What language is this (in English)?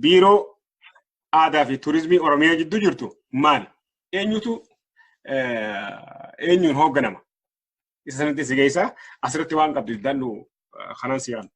Oromo